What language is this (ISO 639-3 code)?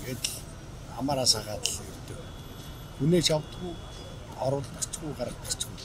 mon